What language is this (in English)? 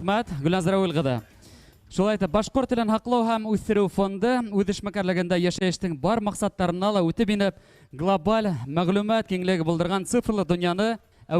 Bashkir